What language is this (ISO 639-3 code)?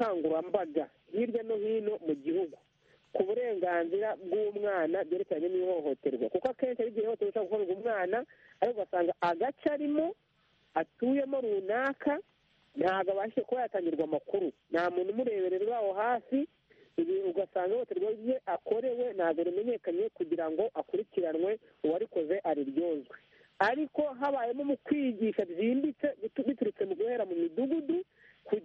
kin